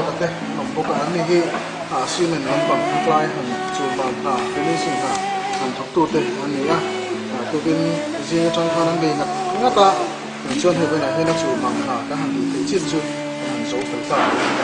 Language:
Mizo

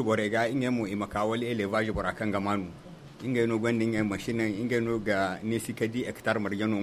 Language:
Zarma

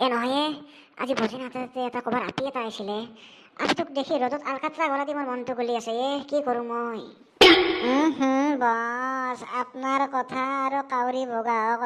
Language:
Assamese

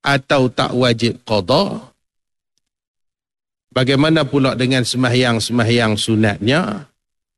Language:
Malay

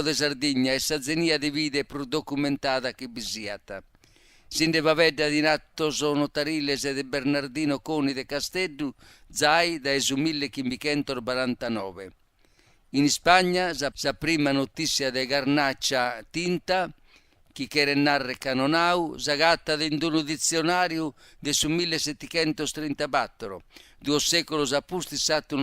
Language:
Sardinian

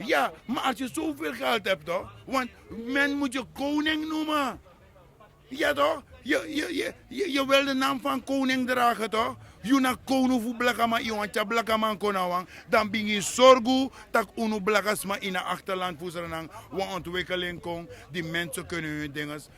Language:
Sranan Tongo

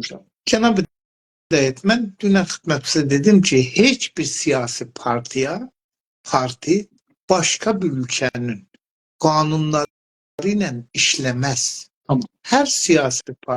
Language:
South Azerbaijani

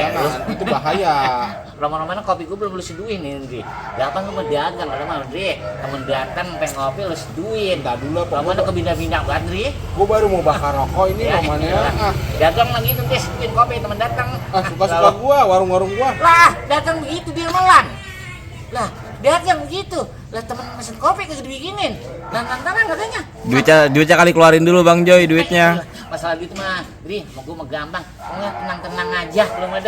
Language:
Betawi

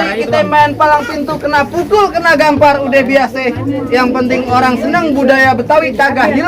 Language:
Betawi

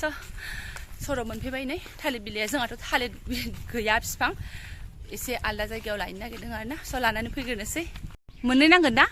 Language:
Bodo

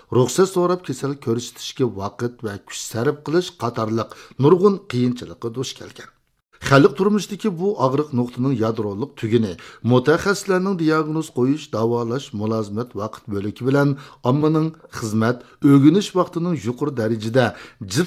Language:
Uyghur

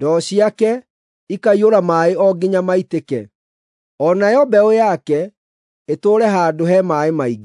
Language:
Kikuyu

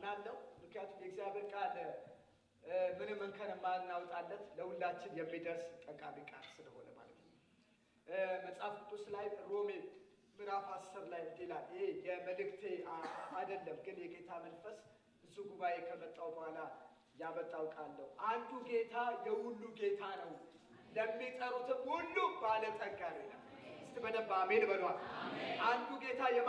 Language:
Amharic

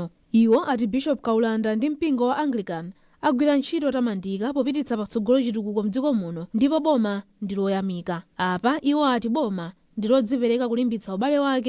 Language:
Nyanja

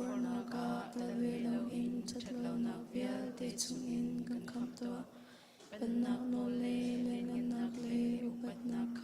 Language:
Hakha Chin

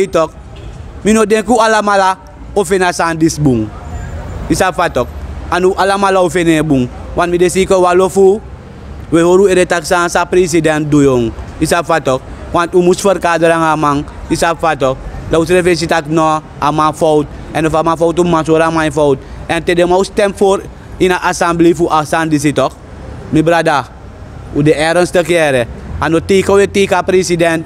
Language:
Sranan Tongo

